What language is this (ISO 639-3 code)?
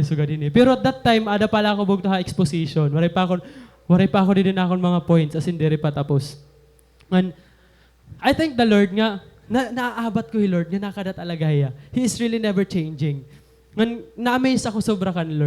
war